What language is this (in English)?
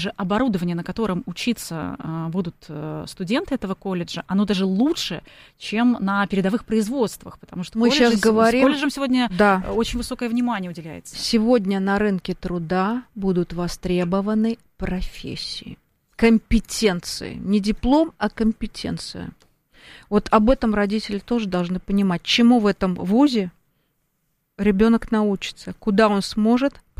Russian